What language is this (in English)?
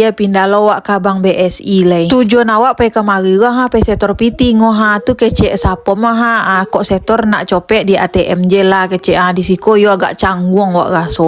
Minangkabau